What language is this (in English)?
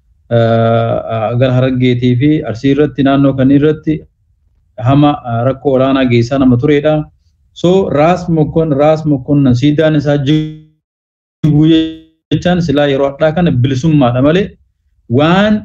Oromo